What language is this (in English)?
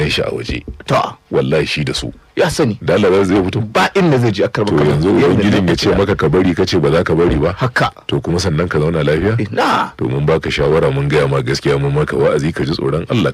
Hausa